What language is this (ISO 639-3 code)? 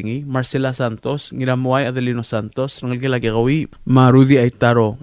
pau